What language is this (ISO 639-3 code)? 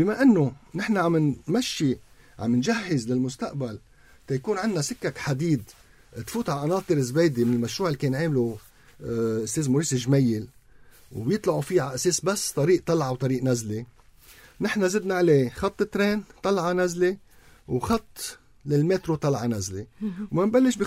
apc